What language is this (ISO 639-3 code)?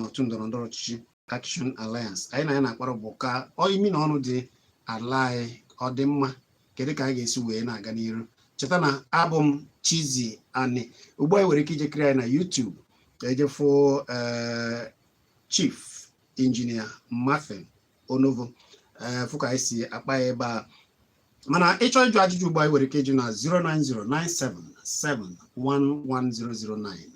ibo